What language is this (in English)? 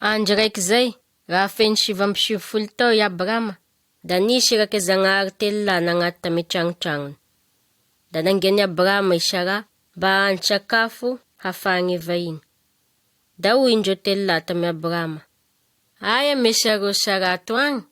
Malagasy